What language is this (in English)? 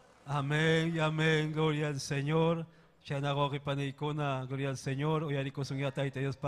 Ayacucho Quechua